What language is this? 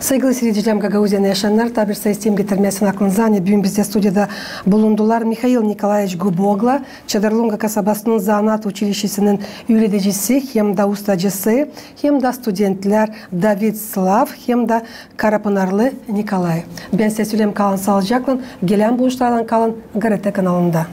Gagauz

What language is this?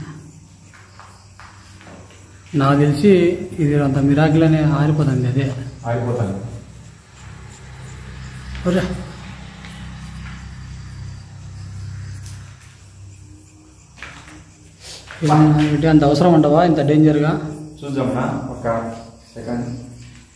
Telugu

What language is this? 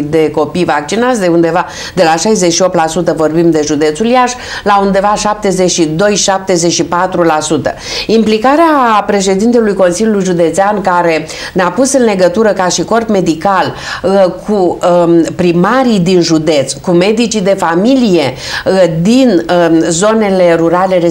Romanian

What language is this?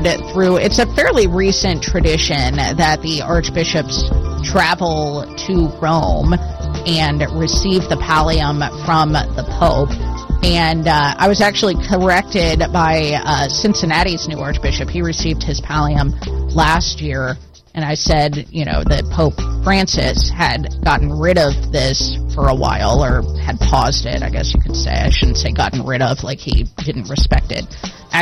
English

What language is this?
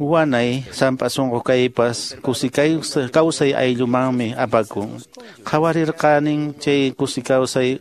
Quechua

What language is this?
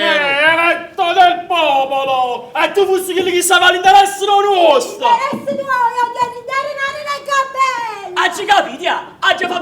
Neapolitan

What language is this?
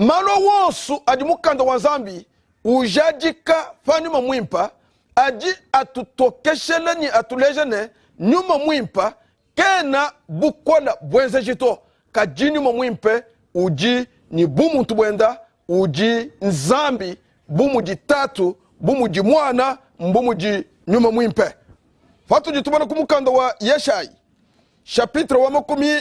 Luba-Lulua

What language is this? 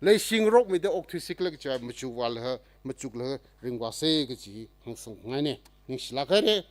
Tangkhul Naga (India)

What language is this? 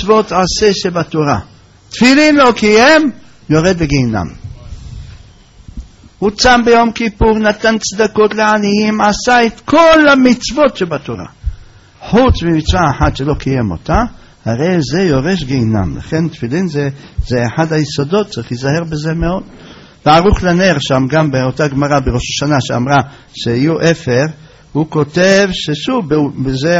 Hebrew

